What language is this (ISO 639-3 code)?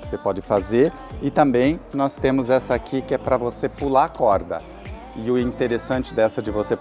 por